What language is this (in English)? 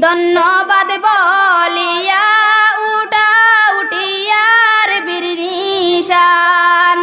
Sylheti